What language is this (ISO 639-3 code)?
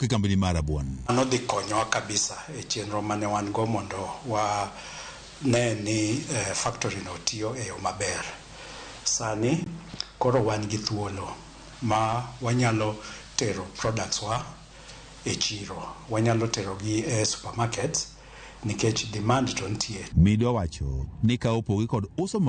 luo